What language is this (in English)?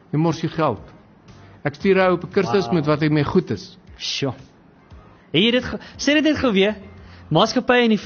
Afrikaans